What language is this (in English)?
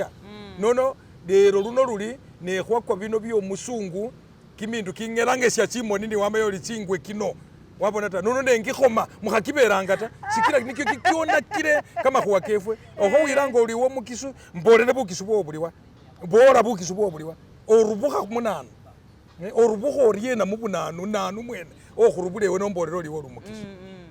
Masaaba